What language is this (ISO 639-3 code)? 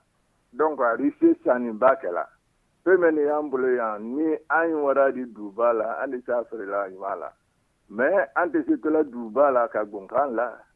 bam